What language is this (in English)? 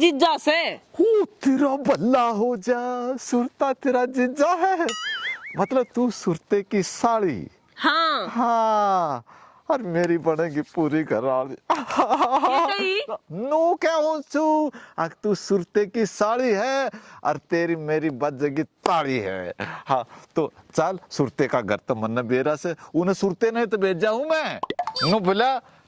Haryanvi